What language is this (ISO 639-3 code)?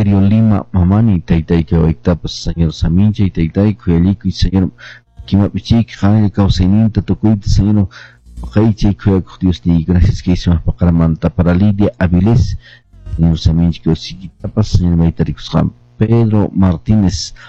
que